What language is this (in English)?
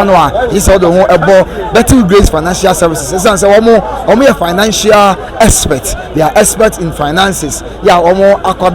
Akan